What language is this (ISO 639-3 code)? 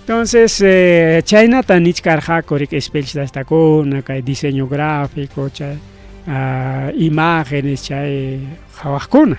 quy